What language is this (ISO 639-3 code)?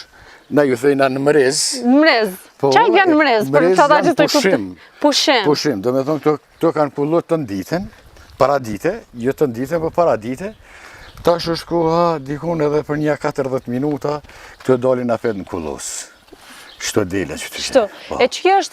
sqi